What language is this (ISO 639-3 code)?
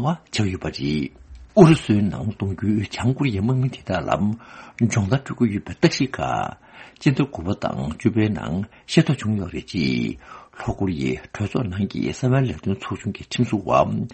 bod